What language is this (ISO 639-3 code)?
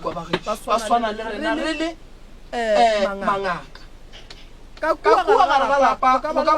nso